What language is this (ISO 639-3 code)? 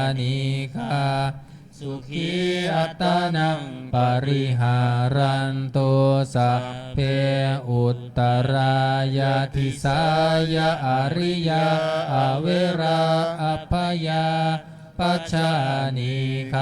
pli